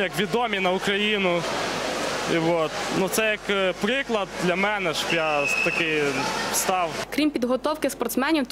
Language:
Ukrainian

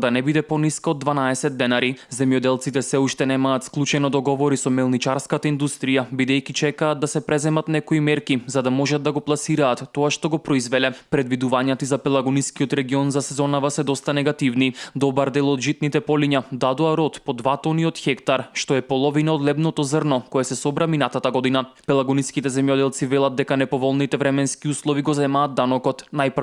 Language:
Macedonian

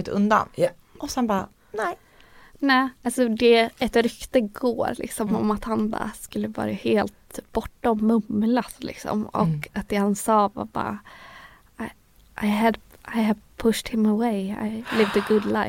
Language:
Swedish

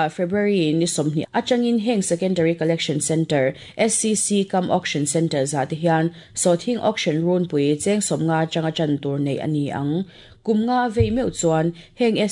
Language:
Mizo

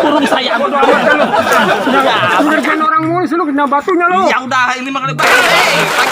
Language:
Betawi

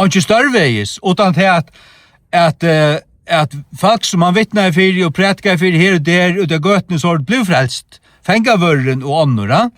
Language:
Faroese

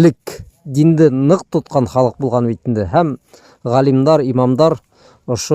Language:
Bashkir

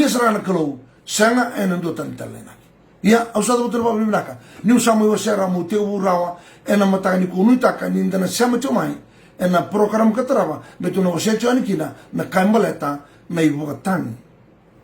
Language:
Fijian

